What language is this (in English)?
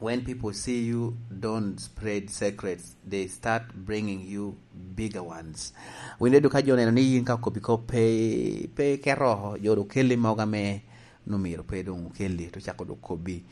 Lango (Uganda)